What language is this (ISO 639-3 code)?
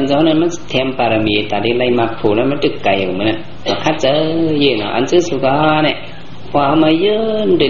shn